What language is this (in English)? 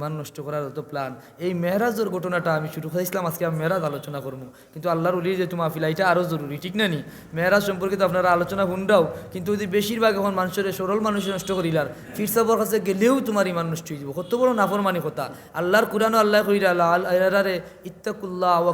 Sylheti